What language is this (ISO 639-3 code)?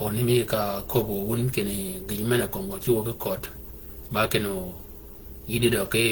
shk